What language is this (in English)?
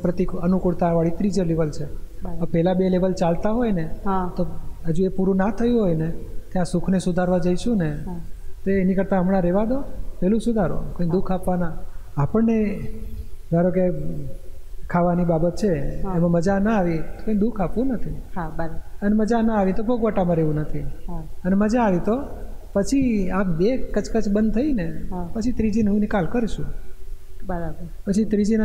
Gujarati